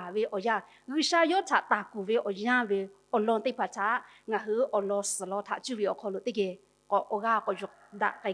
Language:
Lahu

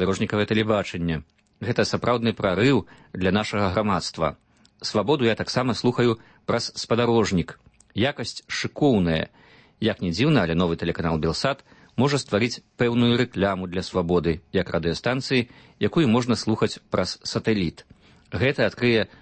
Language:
Belarusian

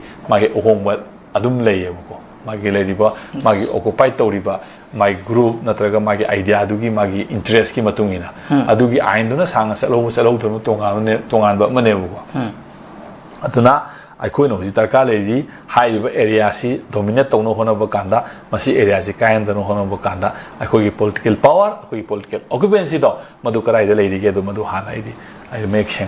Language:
Manipuri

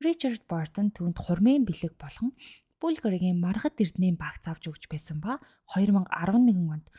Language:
Mongolian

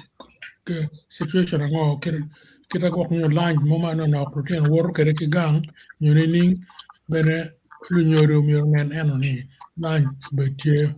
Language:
Acoli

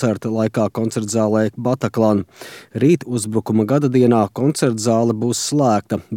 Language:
Latvian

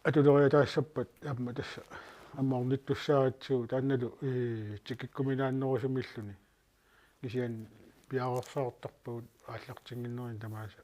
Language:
Kalaallisut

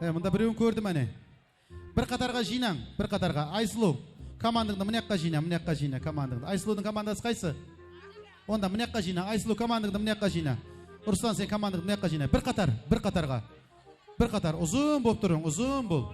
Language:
Kara-Kalpak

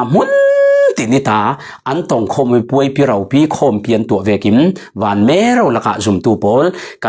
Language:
Falam Chin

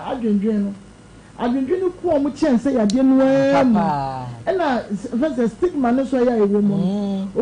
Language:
Akan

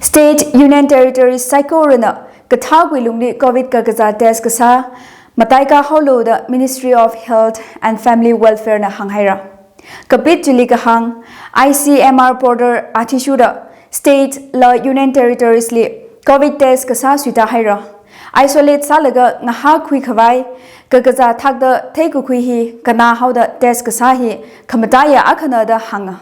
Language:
Tangkhul Naga (India)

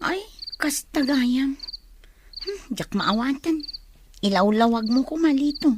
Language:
Iloko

